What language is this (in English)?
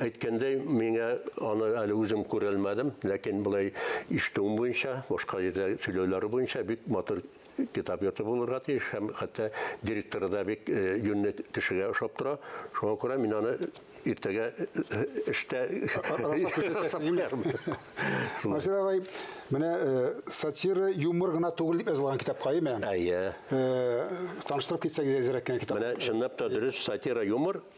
Tatar